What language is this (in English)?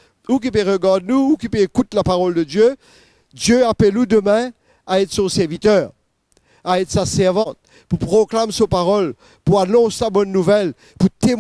Morisyen